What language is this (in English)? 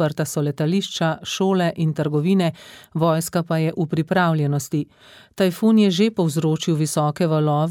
Slovenian